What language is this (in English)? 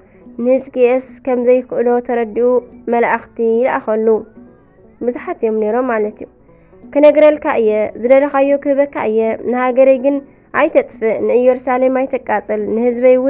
Tigrinya